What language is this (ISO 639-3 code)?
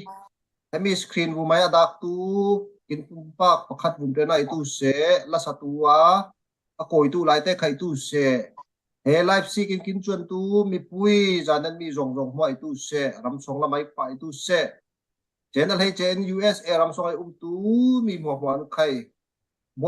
cfm